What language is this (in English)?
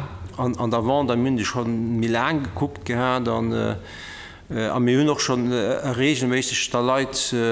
Luxembourgish